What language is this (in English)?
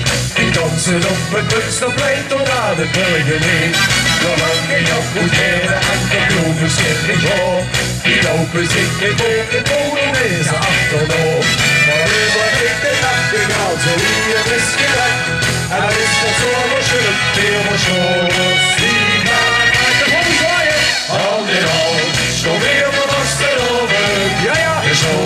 Limburgish